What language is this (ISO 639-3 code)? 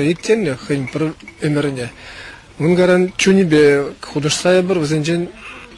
chv